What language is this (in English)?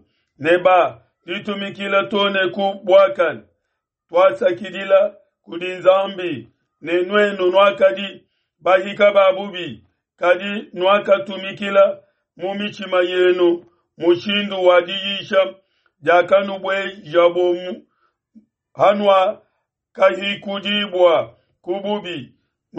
Luba-Lulua